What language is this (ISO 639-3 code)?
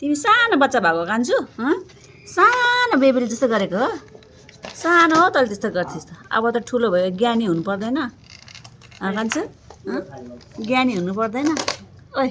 nep